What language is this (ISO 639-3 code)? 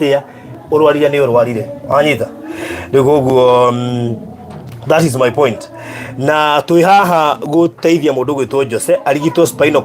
kik